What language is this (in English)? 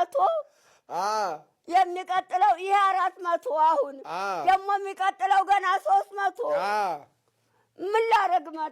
Amharic